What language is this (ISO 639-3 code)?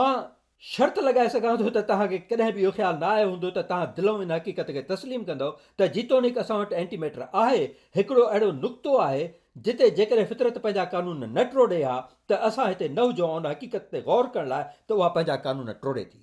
snd